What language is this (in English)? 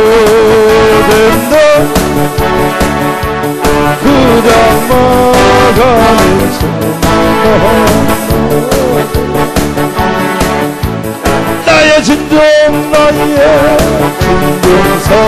Korean